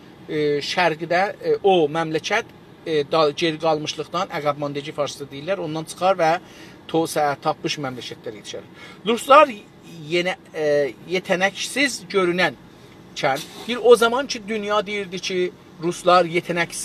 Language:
South Azerbaijani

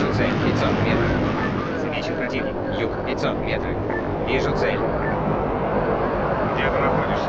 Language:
Russian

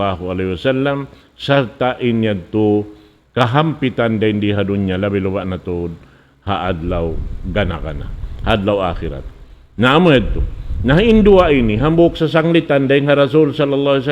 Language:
Tausug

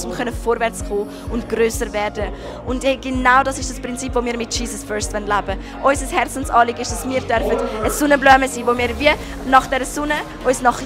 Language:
Swiss German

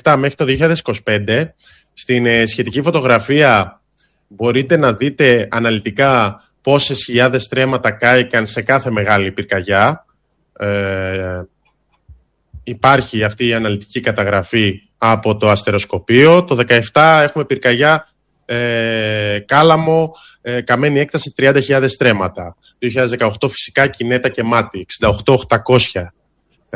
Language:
Greek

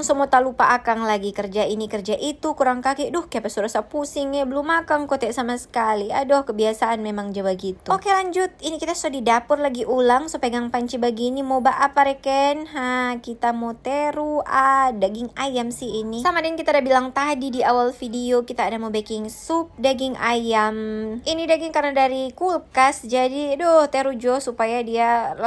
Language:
Manado Malay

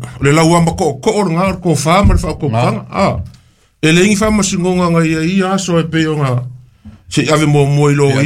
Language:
Samoan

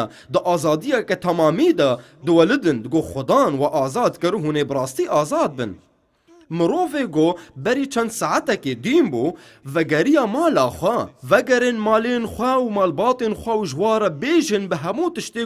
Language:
Kurdish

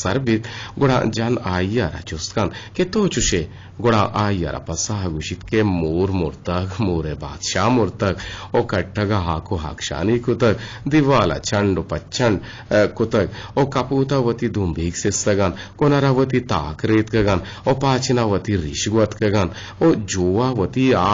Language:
Eastern Balochi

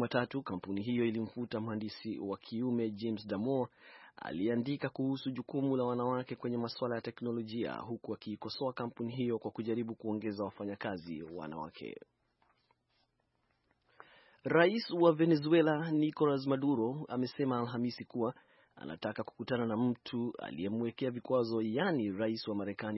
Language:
Swahili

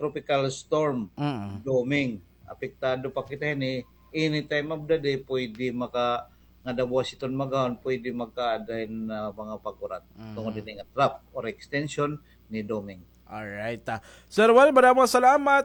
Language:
Waray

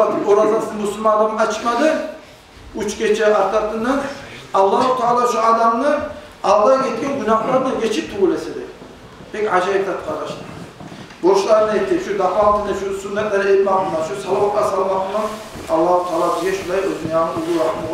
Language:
Kumyk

